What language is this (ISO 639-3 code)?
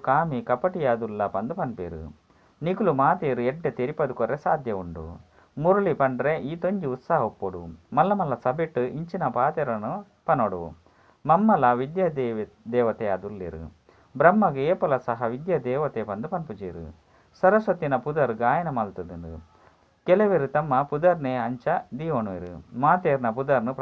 tcy